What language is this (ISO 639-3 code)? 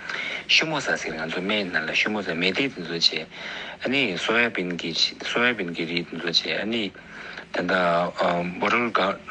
bod